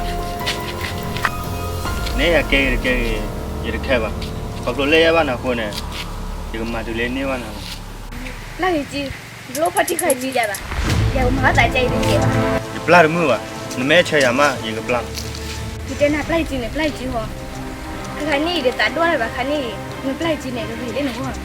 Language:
S'gaw Karen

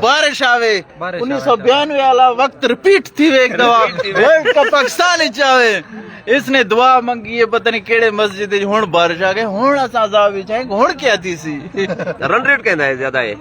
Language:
Eastern Balochi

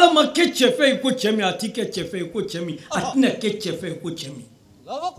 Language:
Bambara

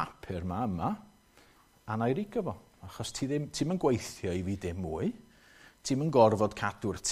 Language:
Welsh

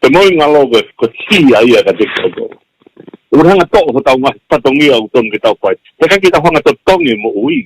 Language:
Tongan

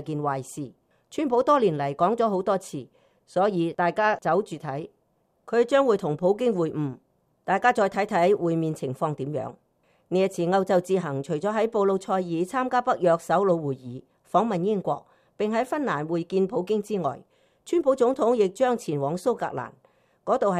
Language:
Cantonese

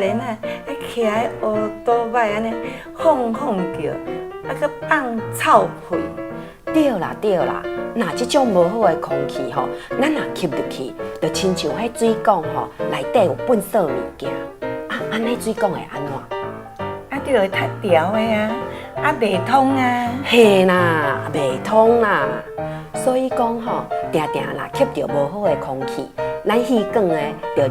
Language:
Min Nan Chinese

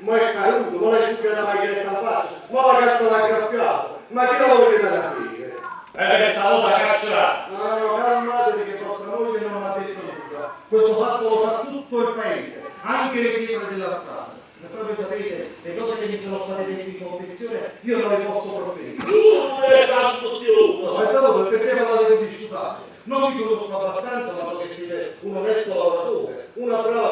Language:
Neapolitan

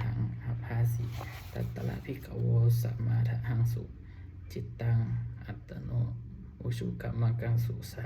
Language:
Pali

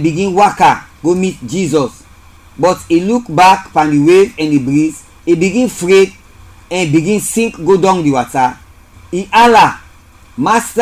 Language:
Krio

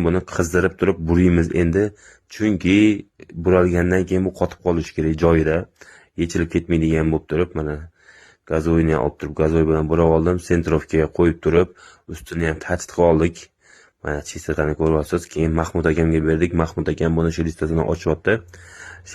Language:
Uzbek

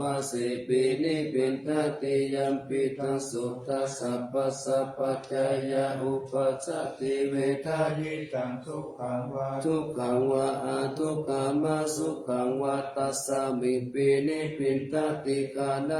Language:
Pali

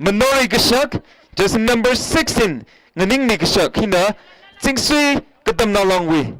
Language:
Tangkhul Naga (India)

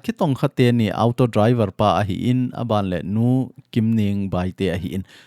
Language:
Thado Chin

